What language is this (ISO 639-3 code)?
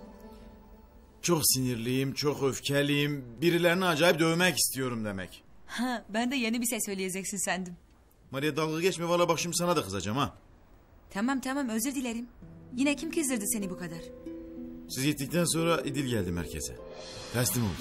tur